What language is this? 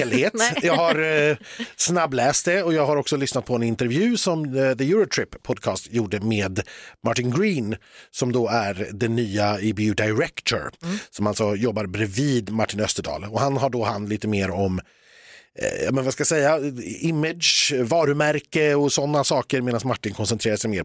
Swedish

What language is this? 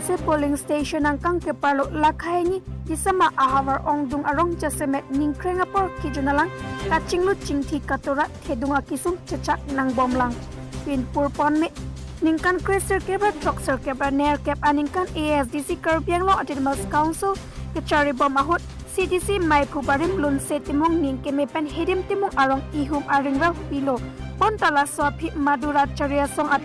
Karbi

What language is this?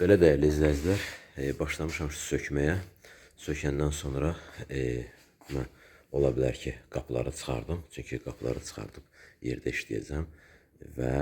Azerbaijani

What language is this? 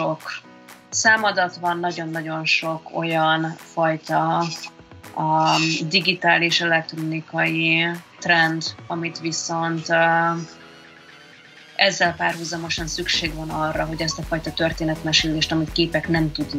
Hungarian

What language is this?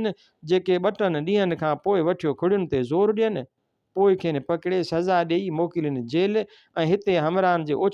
Sindhi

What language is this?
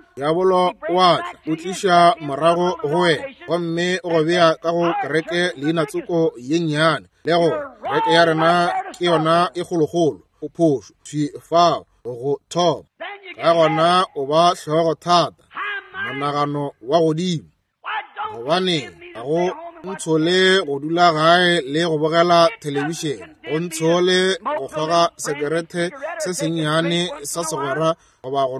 Northern Sotho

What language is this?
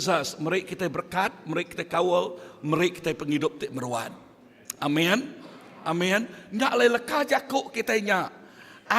Iban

